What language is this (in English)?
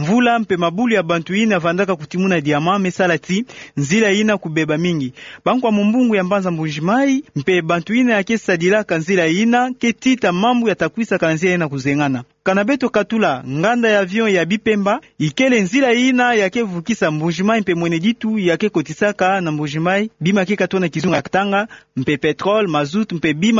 Kituba (Democratic Republic of Congo)